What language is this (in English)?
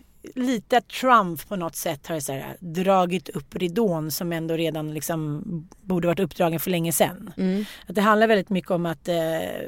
Swedish